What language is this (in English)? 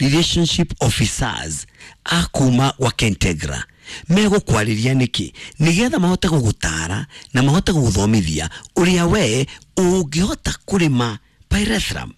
Kikuyu